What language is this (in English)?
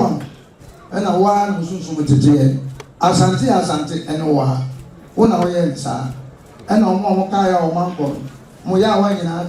Akan